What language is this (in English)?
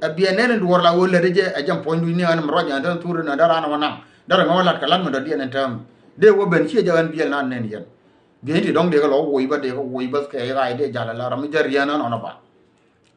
Nuer